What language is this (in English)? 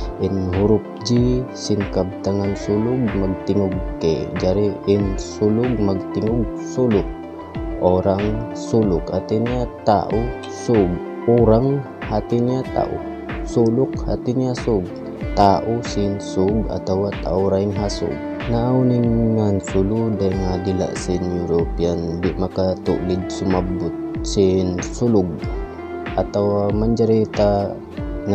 Tausug